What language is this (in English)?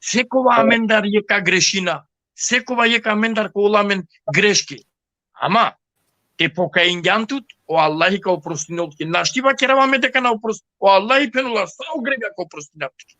Balkan Romani